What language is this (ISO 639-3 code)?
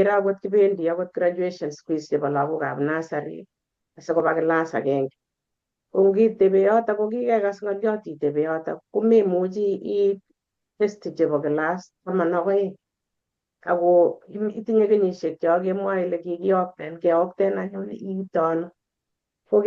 kln